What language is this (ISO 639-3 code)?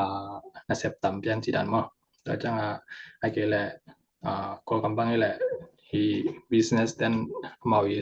ctd